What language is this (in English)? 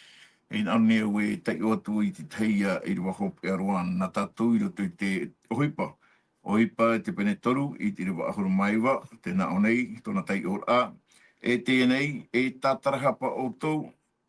Tahitian